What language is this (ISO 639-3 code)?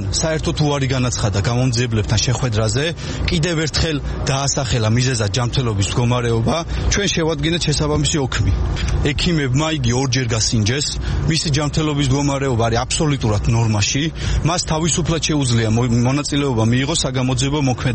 kat